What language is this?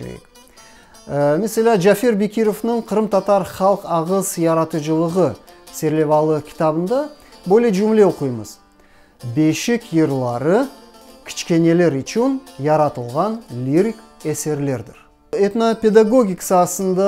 Crimean Tatar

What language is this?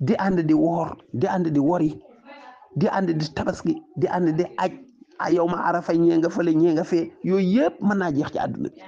Wolof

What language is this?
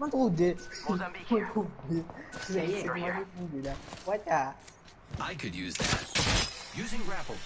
Morisyen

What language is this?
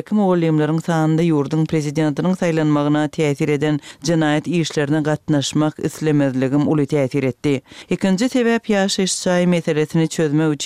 Turkmen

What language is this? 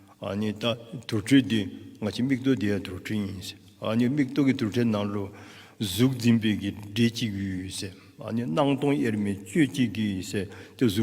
Dzongkha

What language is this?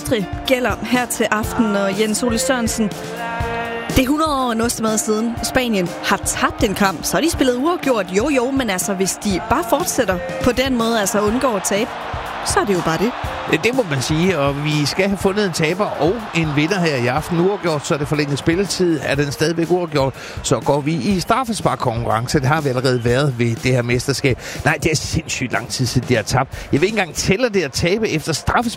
Danish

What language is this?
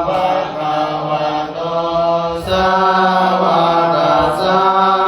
Pali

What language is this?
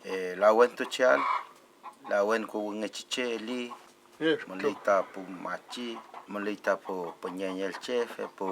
Mapuche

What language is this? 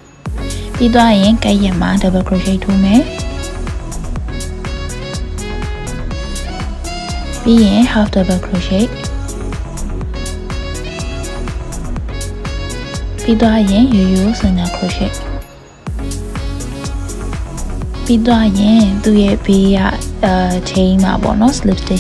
Burmese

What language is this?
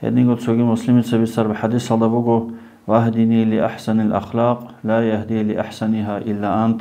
Avaric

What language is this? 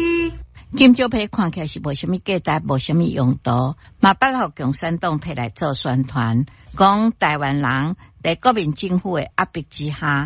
Min Nan Chinese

